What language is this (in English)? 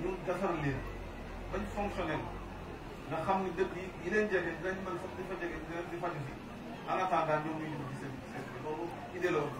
Wolof